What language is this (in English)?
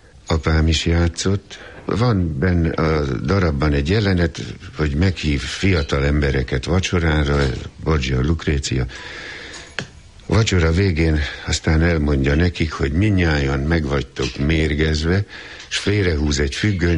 Hungarian